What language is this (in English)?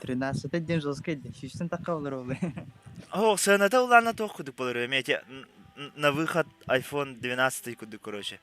Yakut